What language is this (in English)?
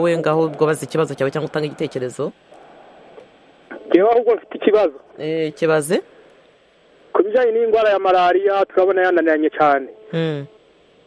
Kinyarwanda